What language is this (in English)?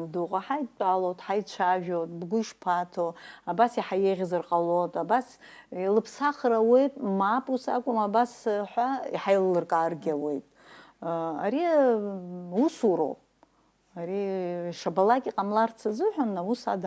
Abkhazian